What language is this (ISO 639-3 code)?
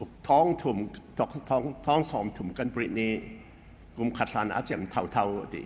cfm